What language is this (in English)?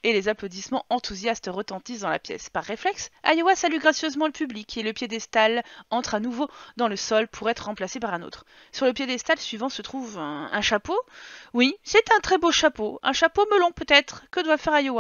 French